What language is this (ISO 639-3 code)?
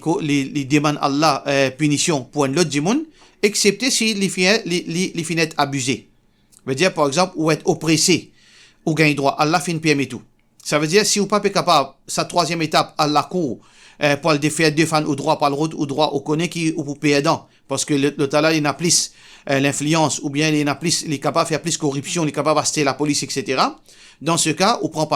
mfe